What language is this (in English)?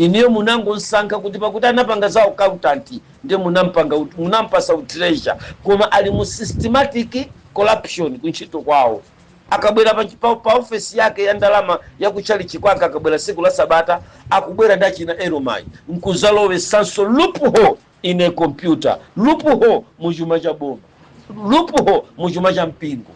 Nyanja